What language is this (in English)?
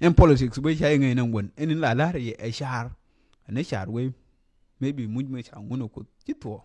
Nuer